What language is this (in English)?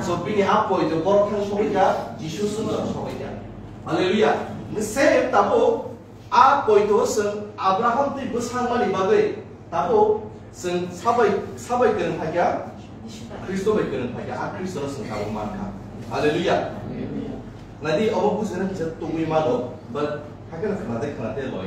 Kok Borok